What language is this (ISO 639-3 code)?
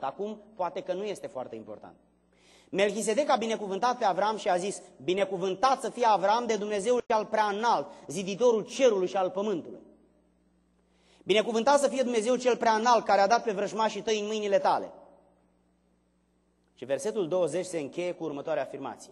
ron